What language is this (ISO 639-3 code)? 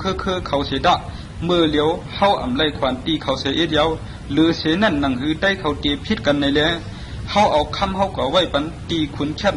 shn